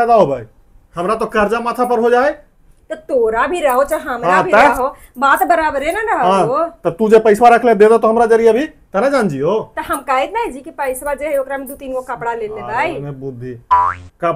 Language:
Magahi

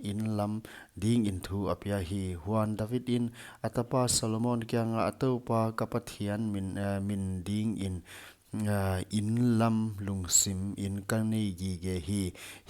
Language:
Paite Chin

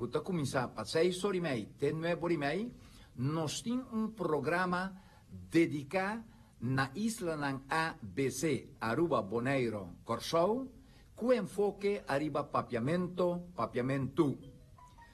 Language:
Papiamento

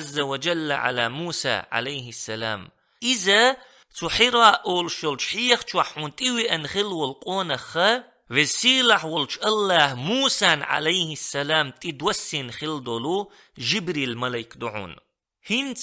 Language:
Chechen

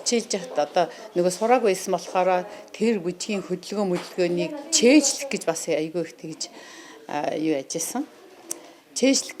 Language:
Mongolian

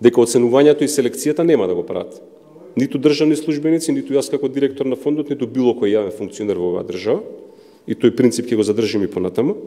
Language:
Macedonian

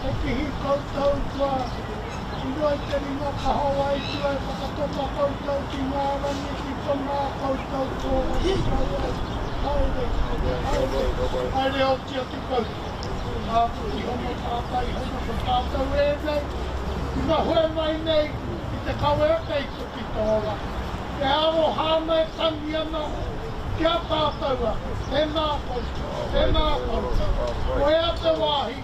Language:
Māori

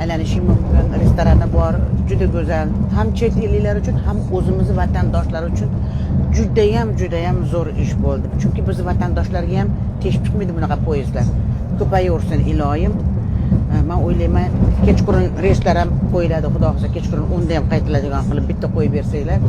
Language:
Uzbek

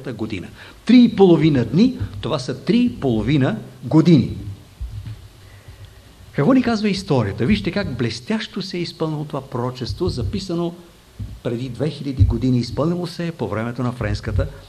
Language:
Bulgarian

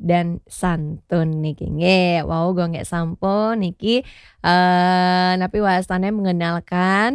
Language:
Balinese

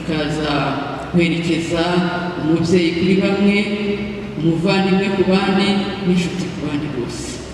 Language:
Kinyarwanda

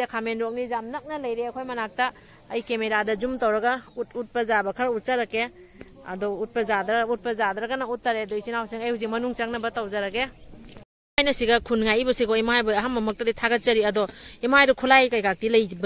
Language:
Manipuri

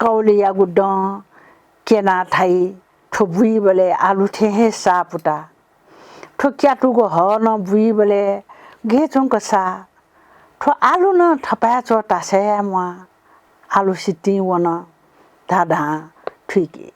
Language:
Newari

